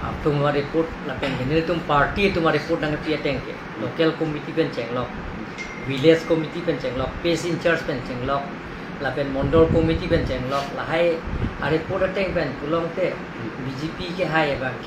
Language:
Karbi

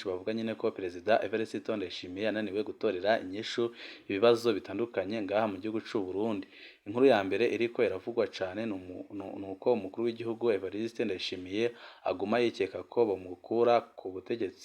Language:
Rundi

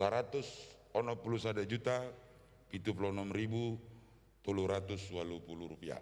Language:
Batak Toba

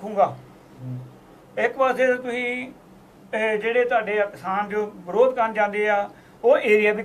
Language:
Punjabi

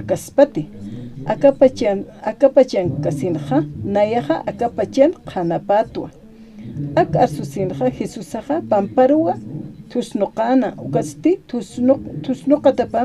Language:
Aymara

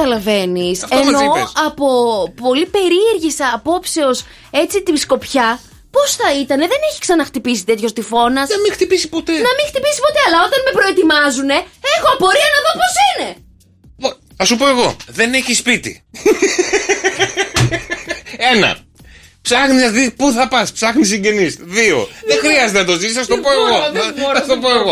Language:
Greek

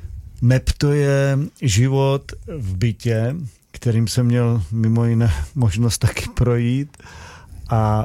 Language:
Czech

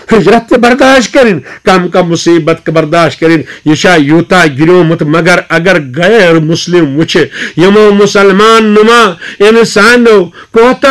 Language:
Kashmiri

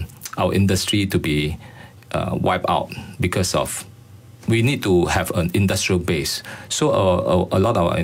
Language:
English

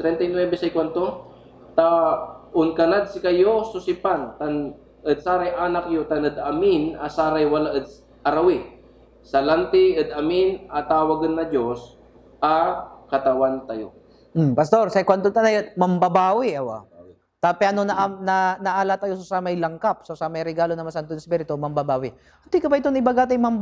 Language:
Pangasinan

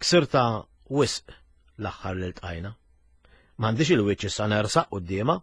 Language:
Maltese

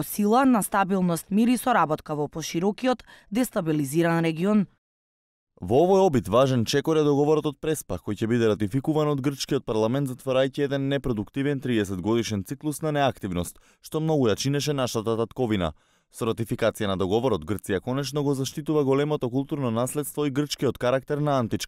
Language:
Macedonian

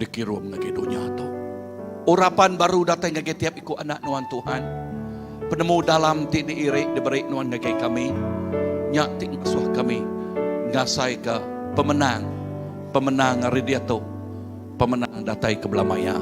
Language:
Iban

